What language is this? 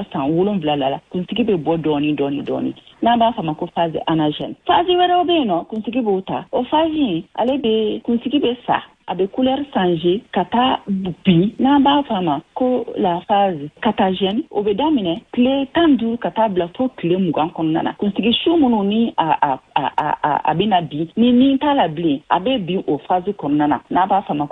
Bambara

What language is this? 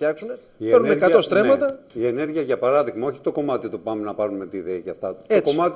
Greek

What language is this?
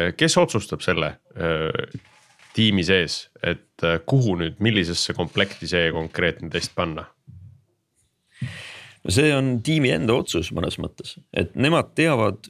Estonian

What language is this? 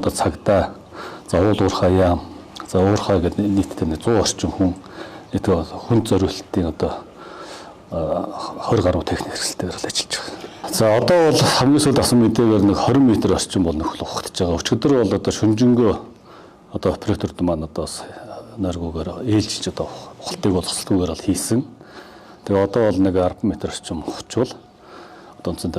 Mongolian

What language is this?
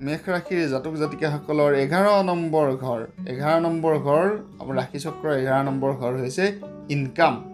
Assamese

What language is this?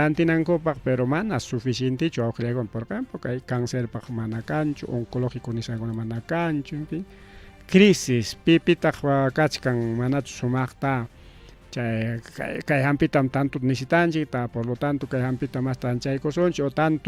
Ayacucho Quechua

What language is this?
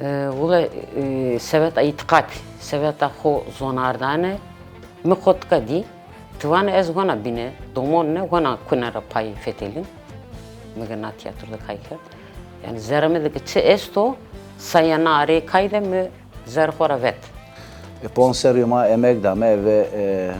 Zaza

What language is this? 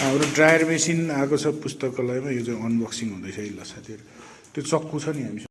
Nepali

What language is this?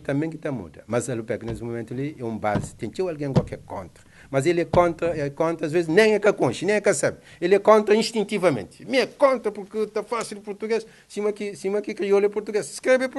Kabuverdianu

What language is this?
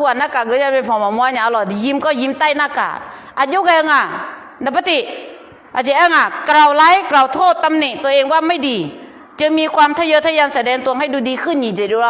Akha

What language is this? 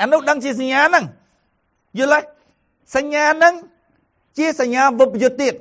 Khmer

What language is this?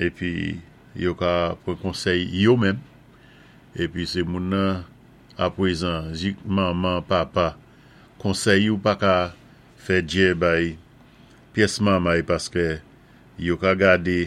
Saint Lucian Creole French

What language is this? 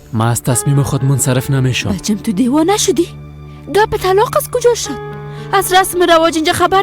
Persian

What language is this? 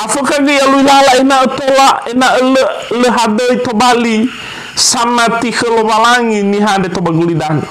Nias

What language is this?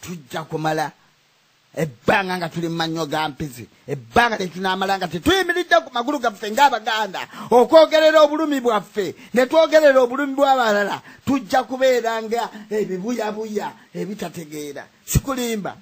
Ganda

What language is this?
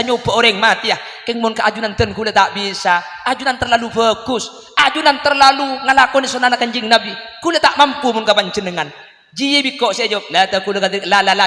Madurese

